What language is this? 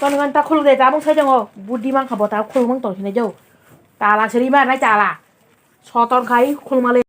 Kok Borok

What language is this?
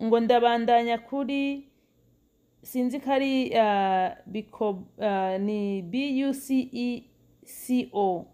Rundi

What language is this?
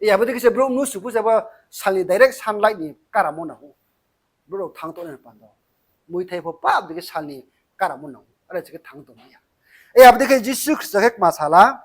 Riang (India)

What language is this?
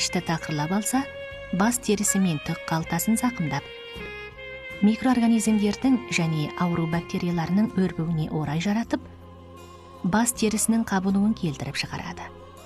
Kazakh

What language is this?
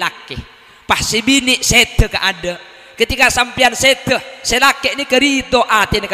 Madurese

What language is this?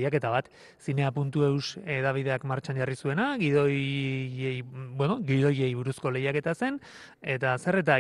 Basque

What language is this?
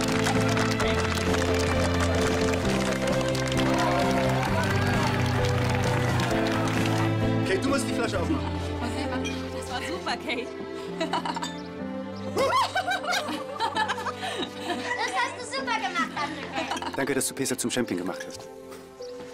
German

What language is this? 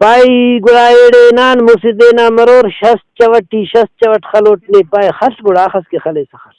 Brahui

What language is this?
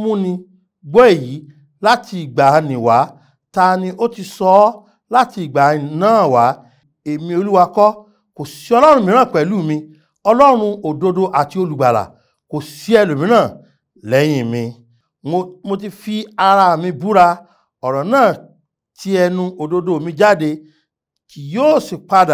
Yoruba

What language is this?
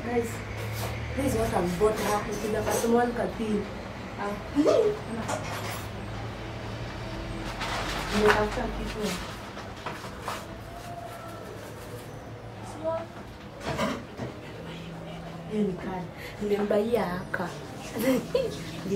Swahili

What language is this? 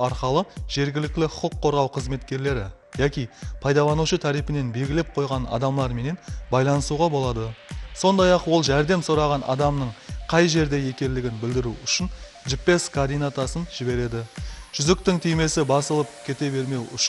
Kara-Kalpak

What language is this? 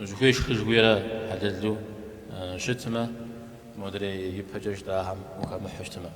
Kabardian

